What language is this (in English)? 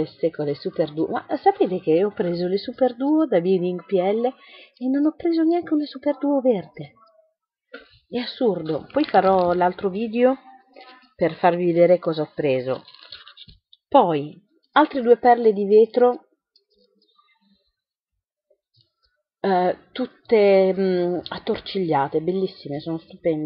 Italian